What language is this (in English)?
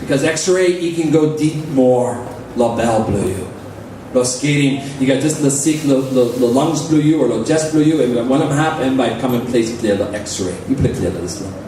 Tok Pisin